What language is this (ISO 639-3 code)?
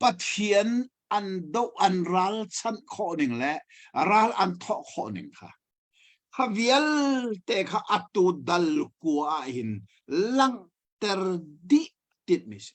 cnh